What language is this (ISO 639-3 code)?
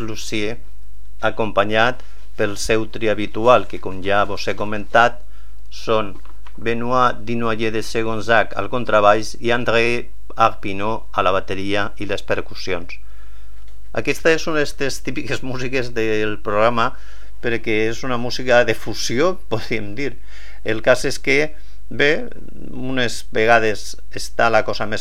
cat